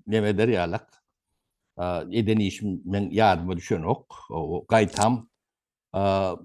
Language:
Turkmen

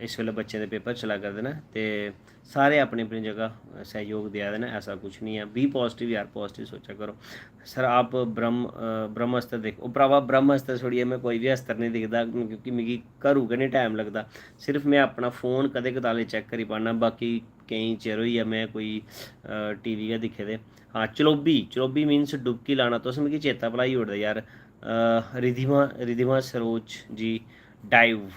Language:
Dogri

